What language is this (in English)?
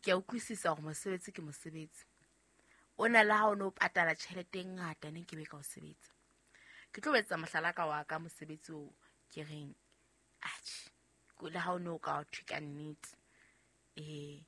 Southern Sotho